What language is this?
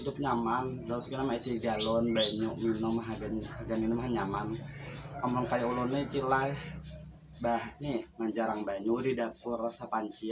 Banjar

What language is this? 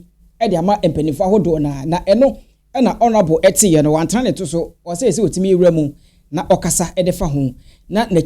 Akan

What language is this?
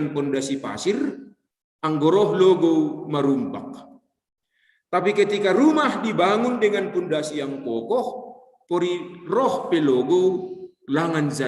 Batak Simalungun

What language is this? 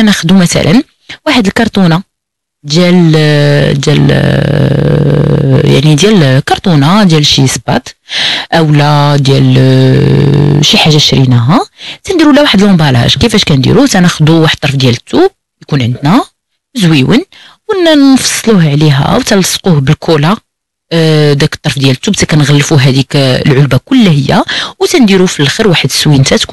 Moroccan Arabic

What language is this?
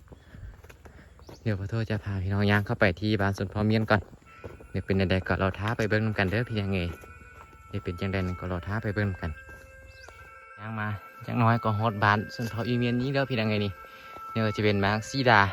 Lao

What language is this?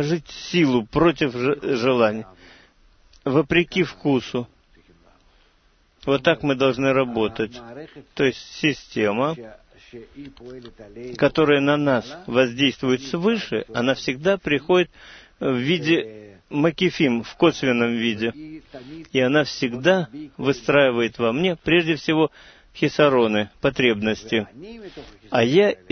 Russian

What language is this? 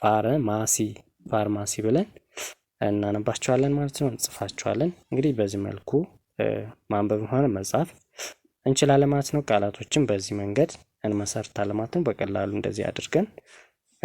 Amharic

